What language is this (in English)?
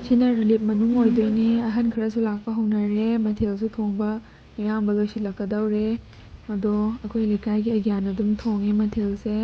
Manipuri